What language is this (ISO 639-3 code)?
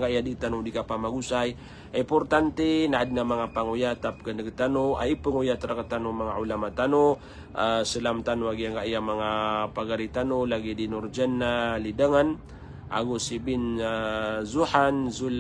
mrw